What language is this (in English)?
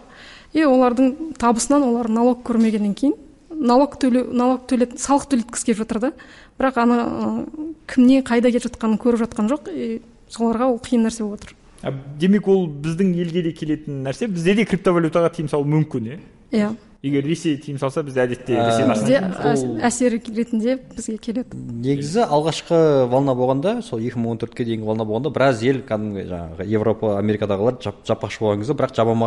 Kazakh